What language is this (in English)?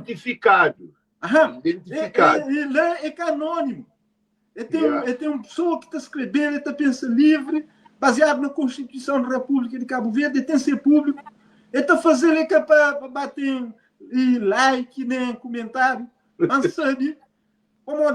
Kabuverdianu